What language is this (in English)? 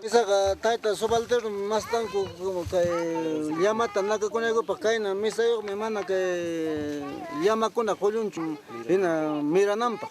Ayacucho Quechua